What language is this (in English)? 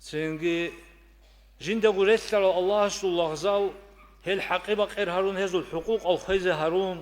Avaric